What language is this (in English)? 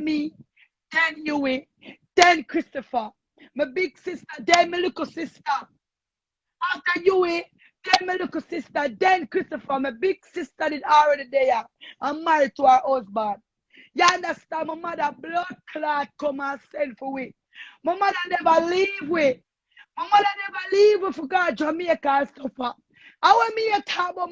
Jamaican Creole English